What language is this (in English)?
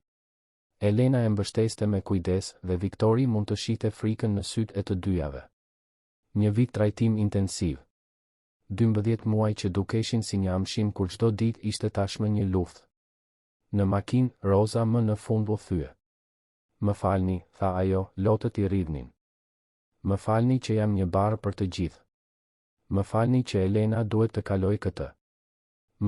Albanian